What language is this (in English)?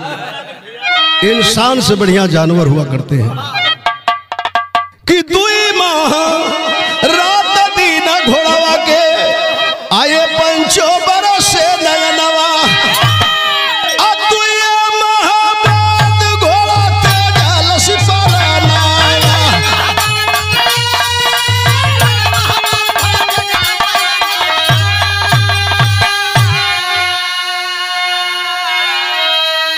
Bhojpuri